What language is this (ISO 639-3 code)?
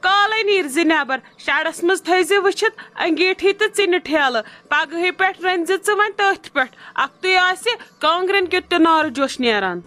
kas